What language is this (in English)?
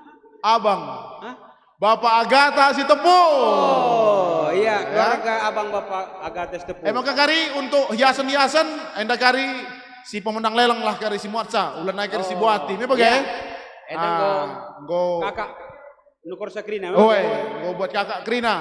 Batak Karo